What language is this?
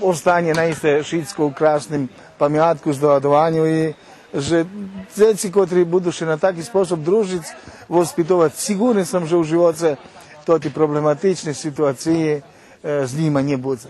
Rusyn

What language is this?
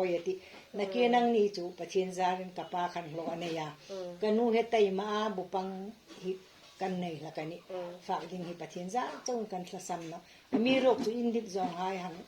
Hmar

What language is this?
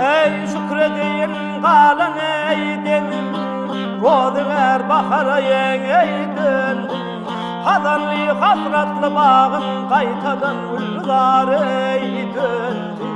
Turkmen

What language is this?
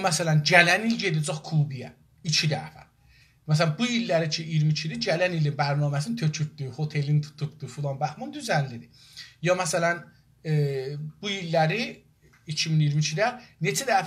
South Azerbaijani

